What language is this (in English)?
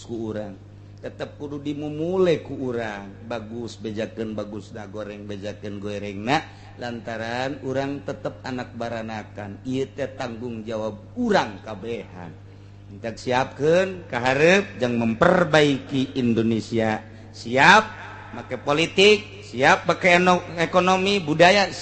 Sundanese